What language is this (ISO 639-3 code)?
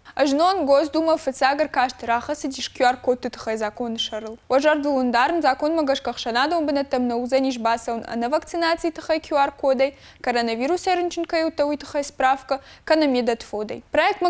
oss